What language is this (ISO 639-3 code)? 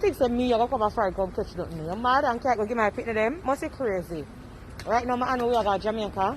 jam